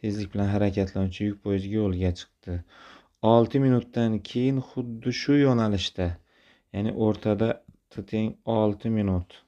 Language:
Uzbek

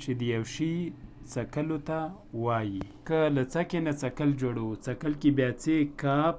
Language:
Pashto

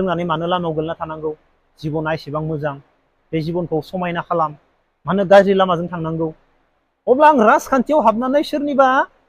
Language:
Bodo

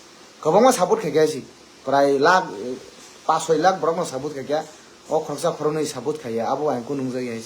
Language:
Kok Borok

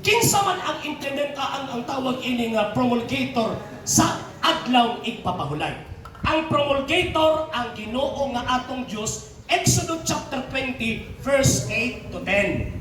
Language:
Cebuano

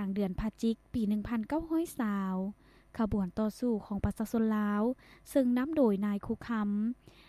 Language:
Lao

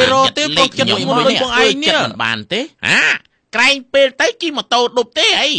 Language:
Khmer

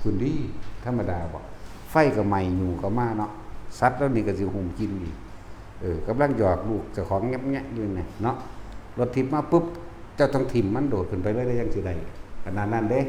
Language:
Northeastern Thai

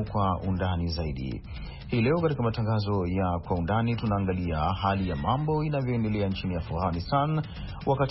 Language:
Swahili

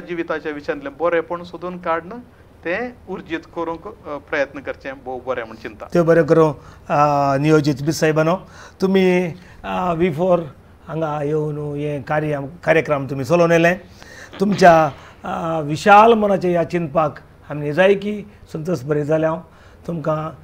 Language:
Konkani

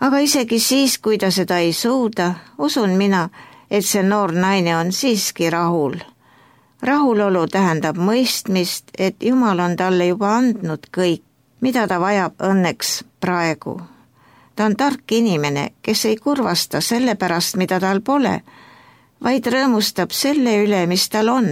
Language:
Estonian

